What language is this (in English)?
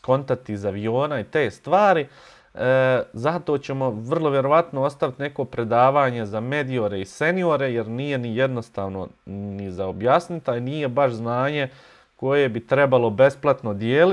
Bosnian